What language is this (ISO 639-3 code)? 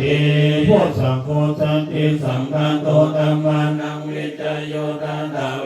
pli